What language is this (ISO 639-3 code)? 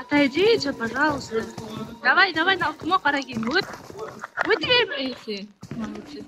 kaa